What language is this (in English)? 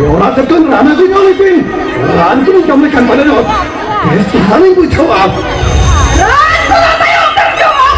Santali